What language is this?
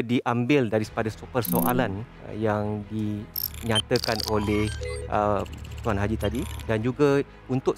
Malay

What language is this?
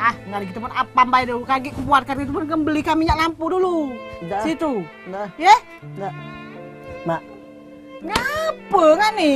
Musi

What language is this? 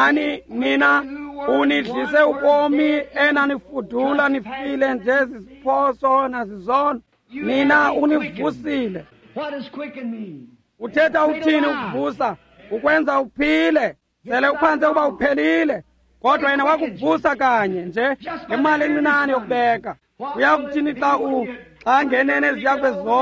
Xhosa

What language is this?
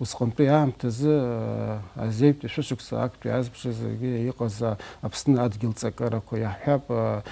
Abkhazian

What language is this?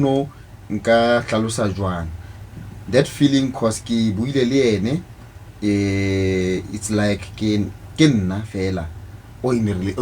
Southern Sotho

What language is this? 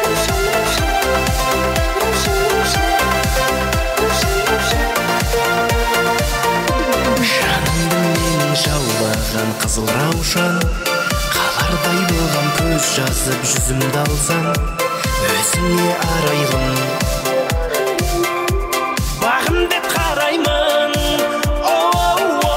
Kara-Kalpak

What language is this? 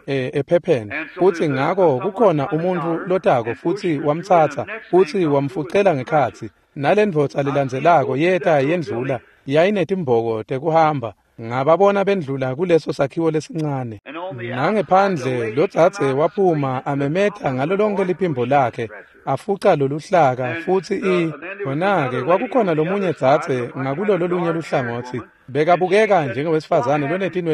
Swati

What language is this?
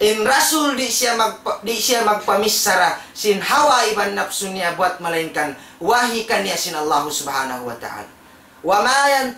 Tausug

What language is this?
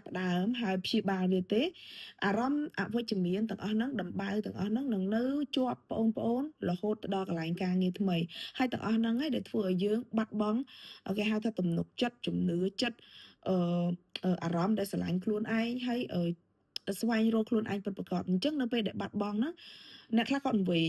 Khmer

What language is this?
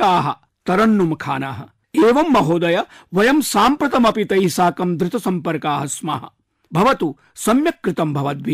Sanskrit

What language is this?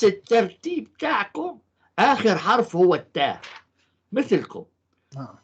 North Levantine Arabic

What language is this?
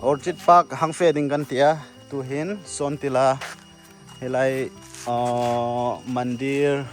Hmar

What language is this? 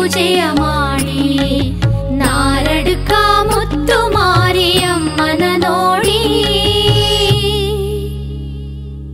Kannada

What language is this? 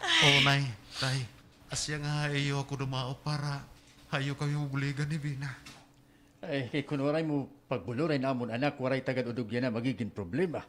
Waray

